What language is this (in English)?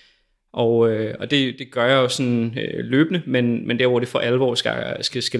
Danish